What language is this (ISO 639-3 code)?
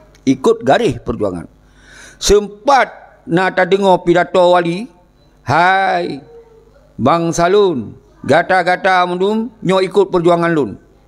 ace